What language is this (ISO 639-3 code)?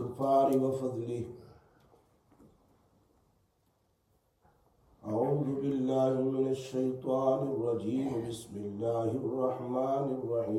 urd